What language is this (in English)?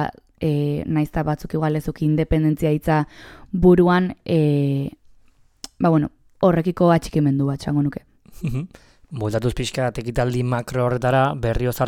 Basque